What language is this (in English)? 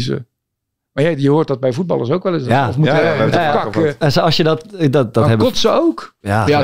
Dutch